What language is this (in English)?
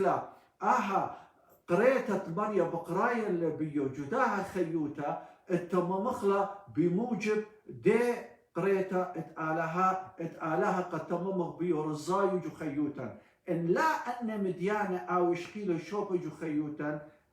Assyrian Neo-Aramaic